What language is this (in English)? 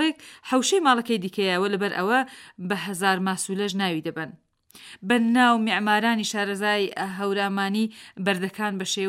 Central Kurdish